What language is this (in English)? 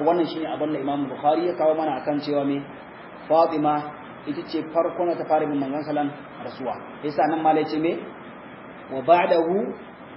Hausa